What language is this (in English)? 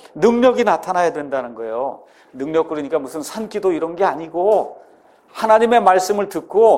Korean